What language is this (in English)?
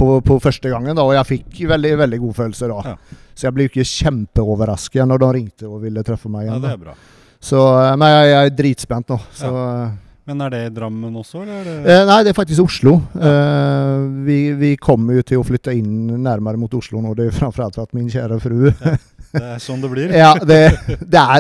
Norwegian